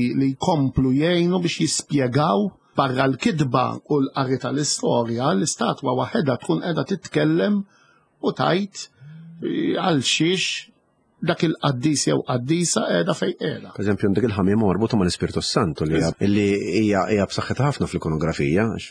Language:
Maltese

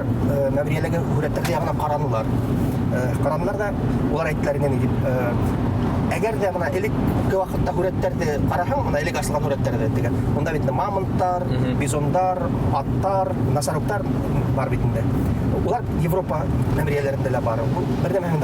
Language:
Bashkir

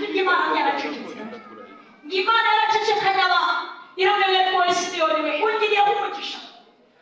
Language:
Kinyarwanda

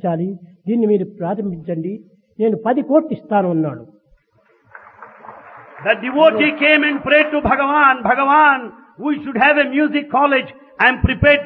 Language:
Telugu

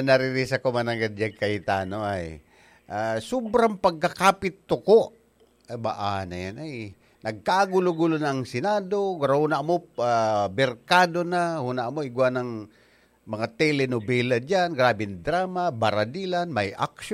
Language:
Bikol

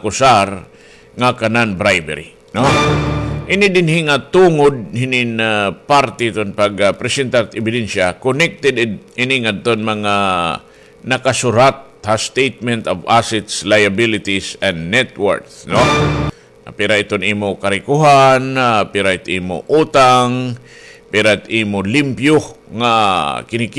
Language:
Waray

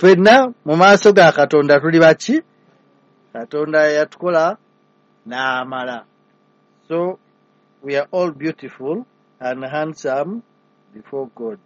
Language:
Ganda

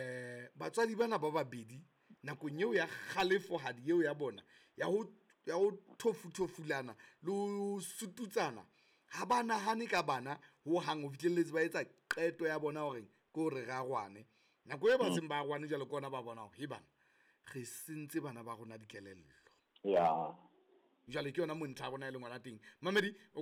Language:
Southern Sotho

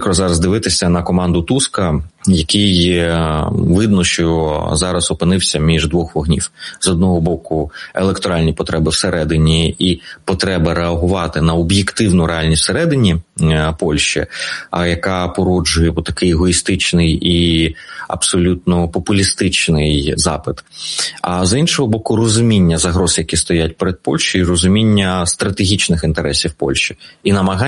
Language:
Ukrainian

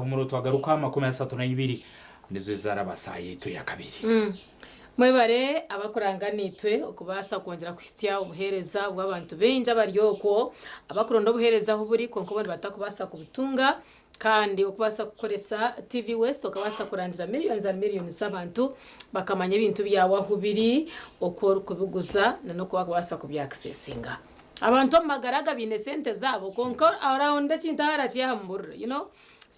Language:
Nyankole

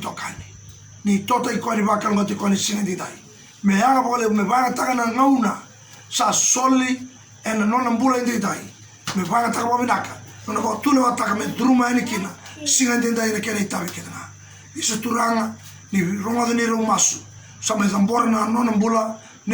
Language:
Fijian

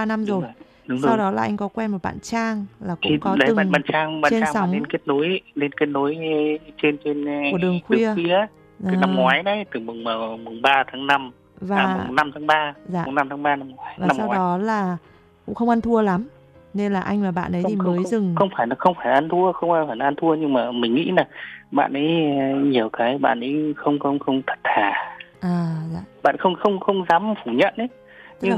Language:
Vietnamese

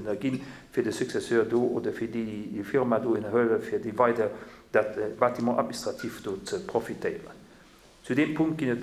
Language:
Luxembourgish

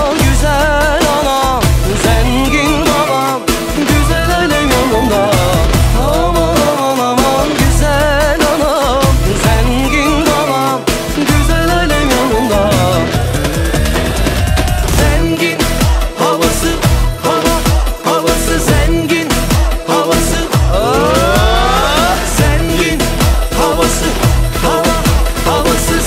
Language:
Turkish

